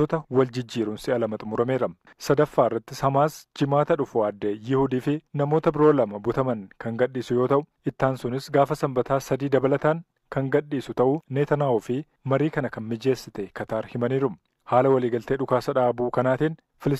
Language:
Oromo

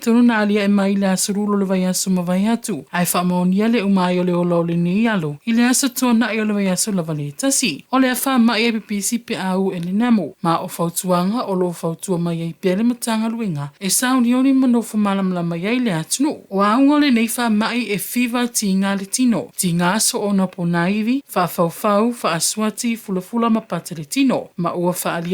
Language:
Samoan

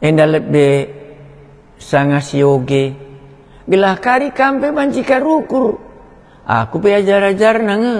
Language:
Batak Karo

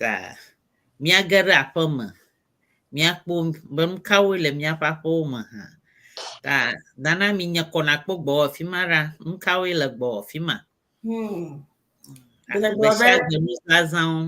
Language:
Ewe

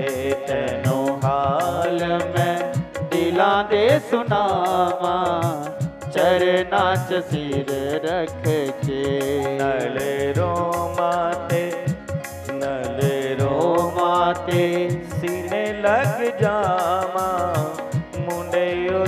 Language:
Dogri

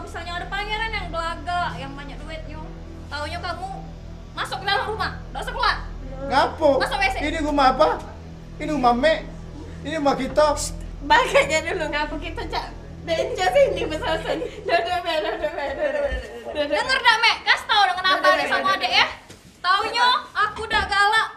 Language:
Musi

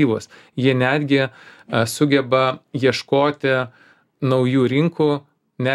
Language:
Lithuanian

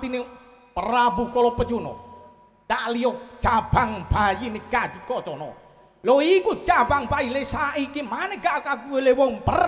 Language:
Javanese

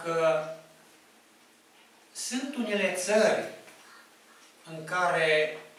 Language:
Romanian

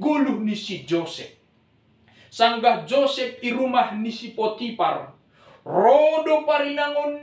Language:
Batak Simalungun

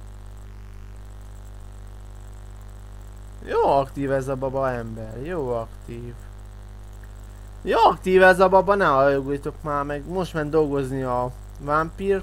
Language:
Hungarian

